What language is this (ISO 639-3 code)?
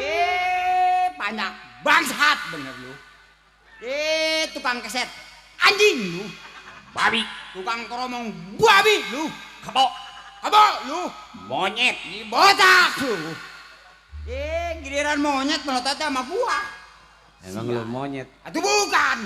bew